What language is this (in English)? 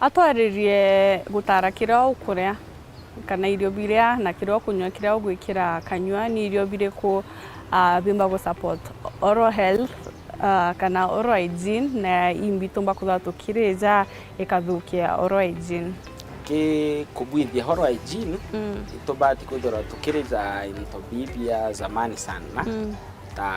Meru